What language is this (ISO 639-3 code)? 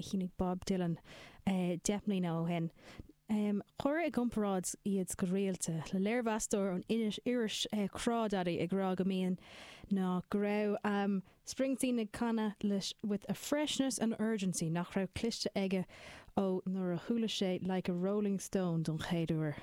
gle